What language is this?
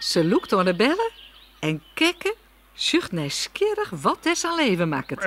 Western Frisian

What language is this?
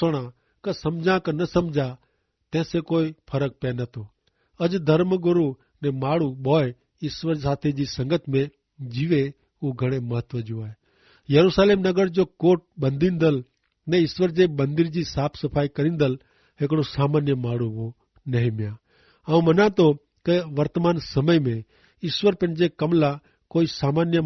Kachhi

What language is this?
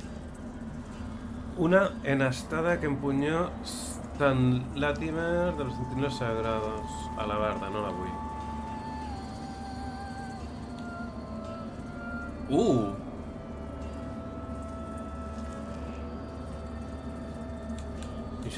Catalan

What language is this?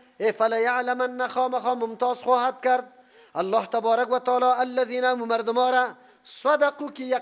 Persian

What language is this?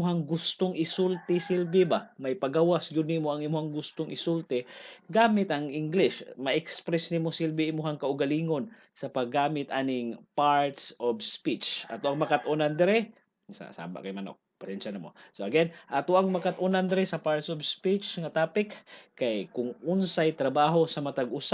Cebuano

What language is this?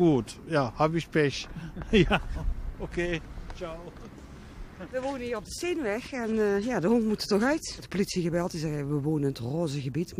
Dutch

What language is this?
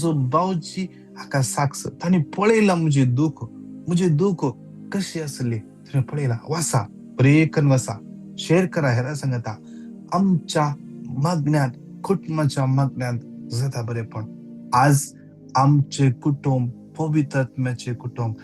Konkani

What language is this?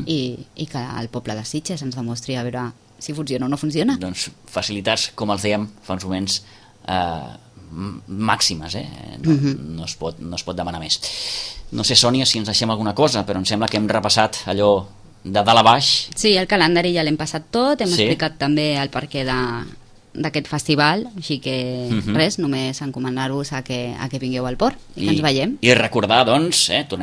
Catalan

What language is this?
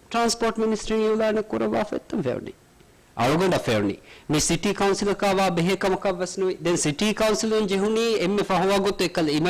Divehi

